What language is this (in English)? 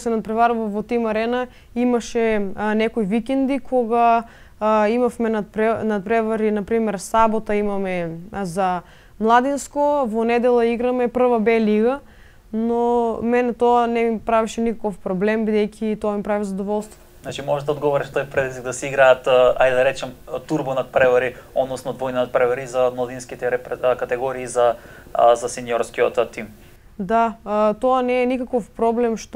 Macedonian